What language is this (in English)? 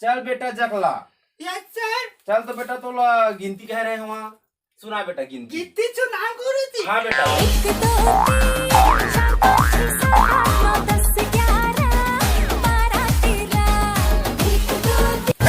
Chhattisgarhi